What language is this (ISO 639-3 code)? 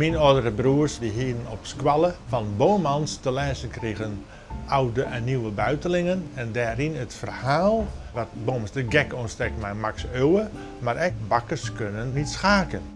fry